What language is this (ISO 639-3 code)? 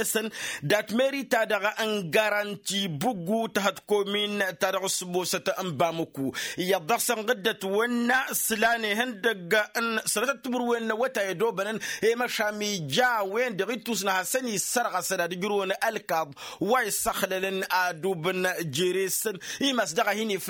taq